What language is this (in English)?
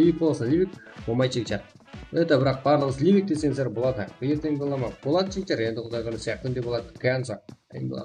Kara-Kalpak